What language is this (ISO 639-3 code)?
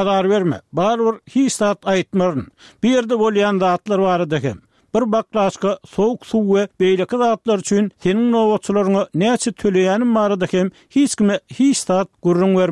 tuk